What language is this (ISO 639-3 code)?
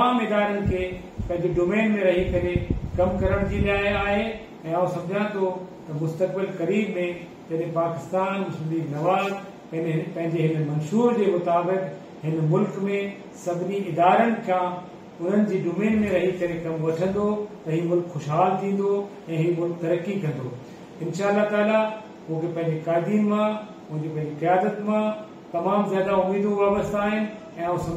snd